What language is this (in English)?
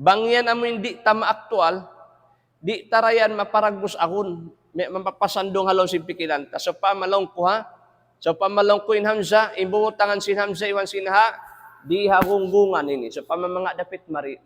Tausug